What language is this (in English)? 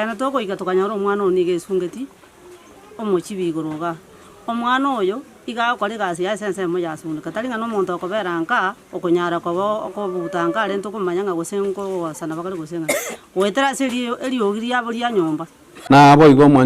Gusii